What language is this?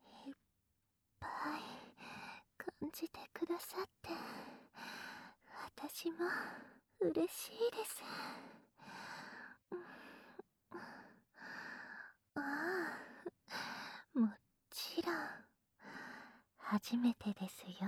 Japanese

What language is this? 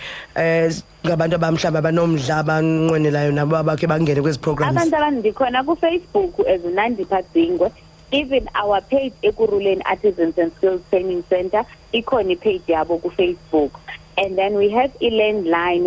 Xhosa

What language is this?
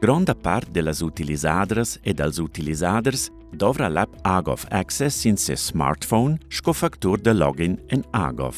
Romansh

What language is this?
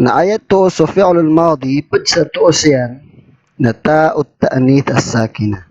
Maranao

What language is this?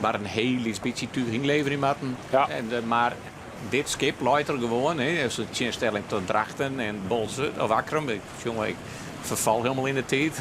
Western Frisian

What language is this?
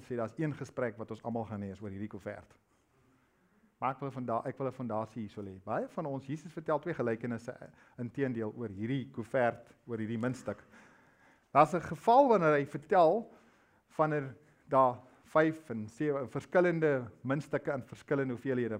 Afrikaans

